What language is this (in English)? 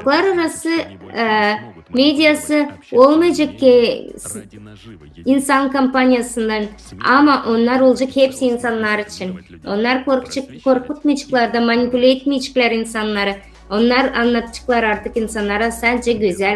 Gagauz